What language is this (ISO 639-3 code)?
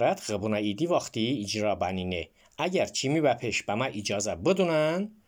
aze